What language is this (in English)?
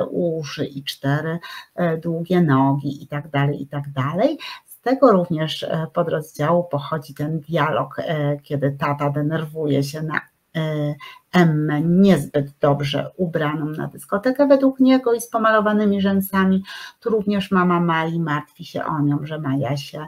Polish